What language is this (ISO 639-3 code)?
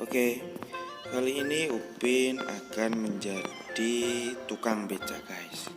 bew